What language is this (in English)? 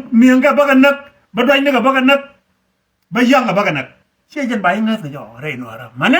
Nuer